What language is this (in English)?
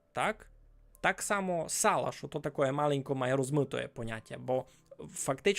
Rusyn